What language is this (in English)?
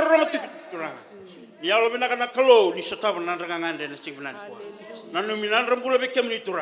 Fijian